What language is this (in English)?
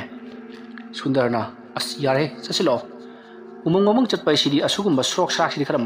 Manipuri